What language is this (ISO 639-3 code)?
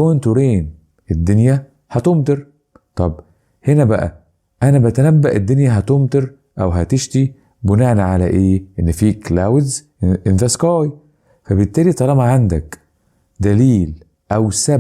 arz